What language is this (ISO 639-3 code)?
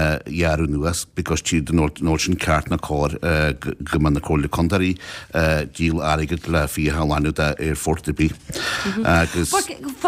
gle